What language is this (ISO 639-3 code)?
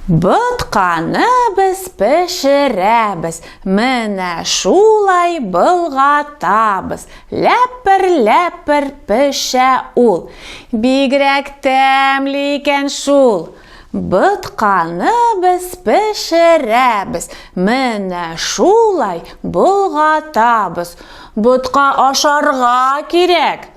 tat